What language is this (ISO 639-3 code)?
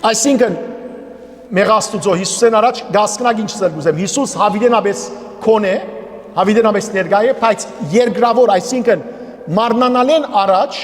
hyw